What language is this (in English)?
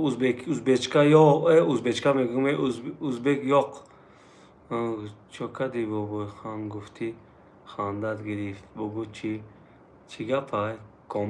Tajik